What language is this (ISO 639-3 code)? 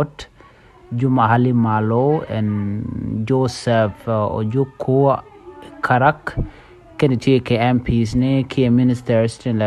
nus